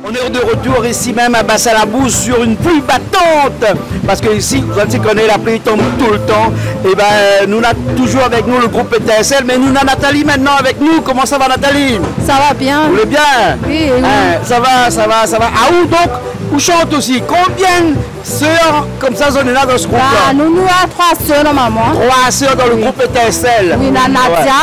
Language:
Réunion Creole French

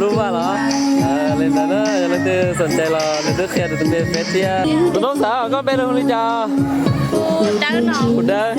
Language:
Hmong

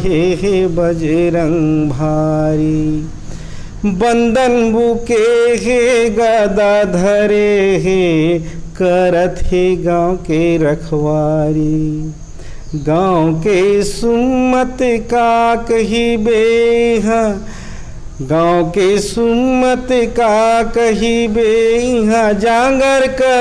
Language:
Chhattisgarhi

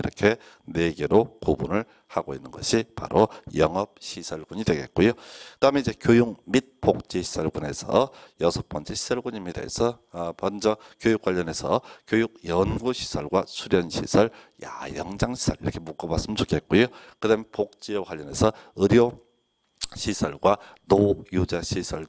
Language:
Korean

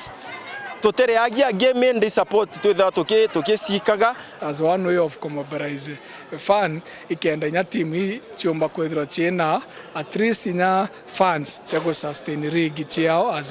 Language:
Meru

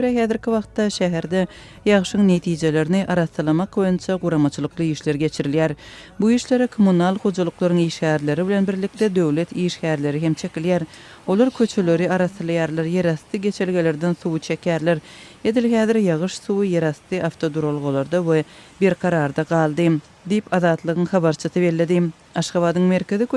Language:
Turkmen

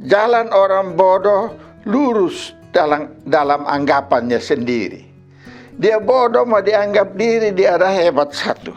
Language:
Kupang Malay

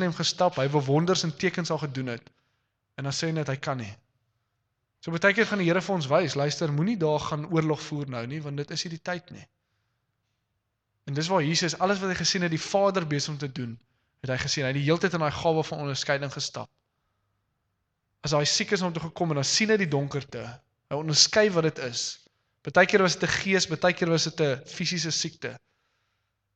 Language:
Afrikaans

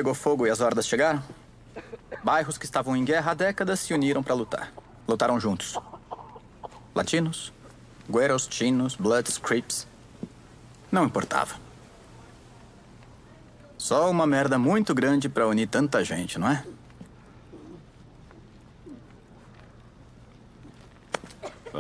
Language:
Portuguese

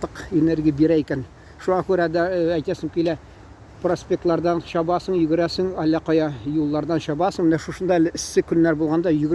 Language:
Tatar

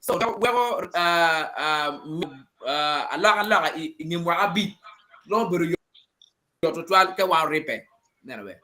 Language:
Acoli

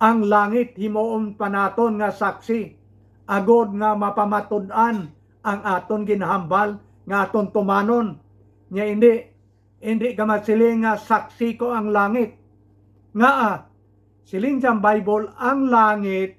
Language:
Hiligaynon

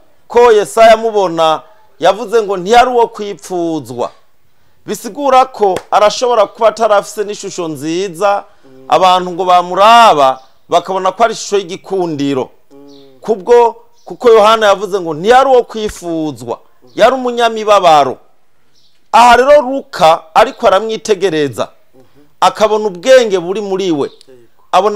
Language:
Rundi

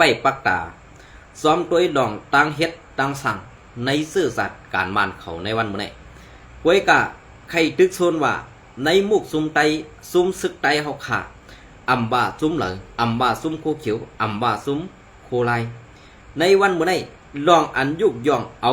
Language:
Shan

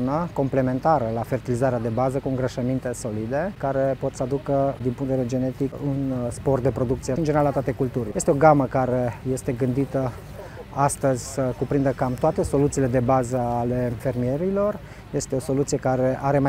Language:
Romanian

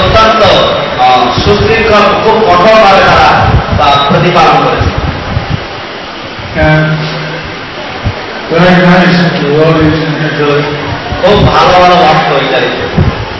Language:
Bangla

